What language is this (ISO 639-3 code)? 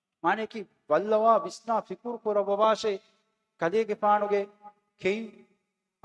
div